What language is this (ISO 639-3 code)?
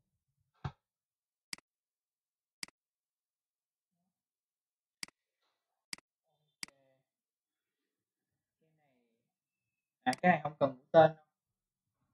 vie